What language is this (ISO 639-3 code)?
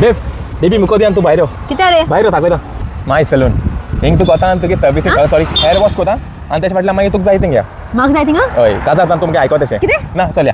kok